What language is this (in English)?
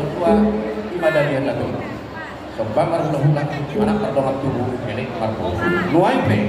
Batak Toba